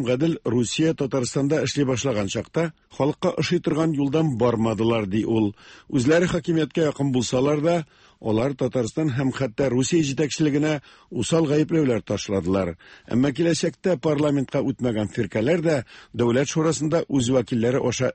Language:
Tatar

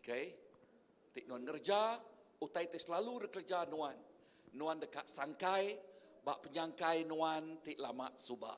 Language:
Iban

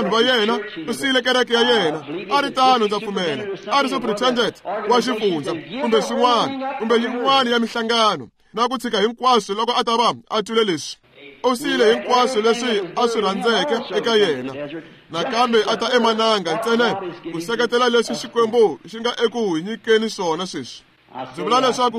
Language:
Tsonga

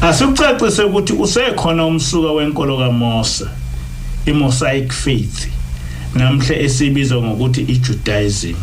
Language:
Zulu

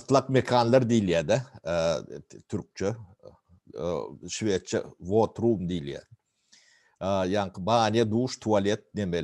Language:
Turkmen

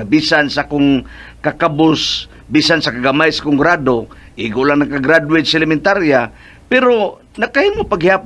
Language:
Cebuano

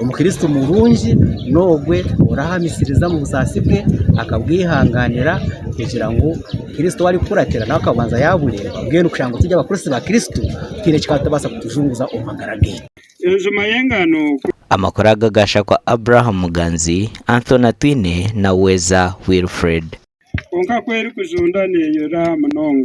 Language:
Nyankole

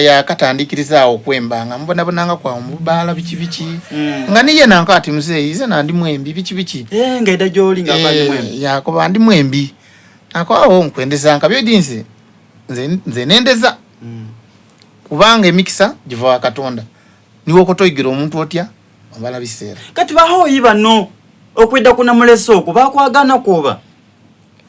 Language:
Soga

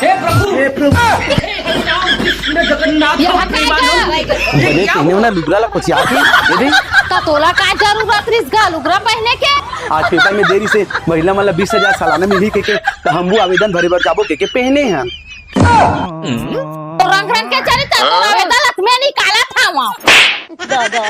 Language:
Chhattisgarhi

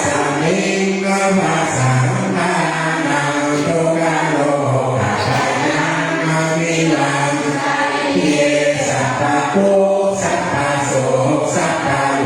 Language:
Pali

